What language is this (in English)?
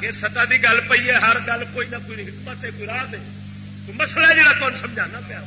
Saraiki